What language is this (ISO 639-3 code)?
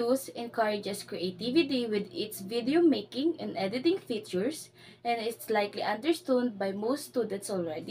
eng